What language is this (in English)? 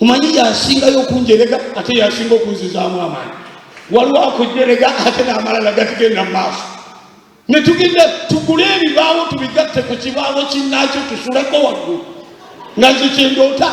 Ganda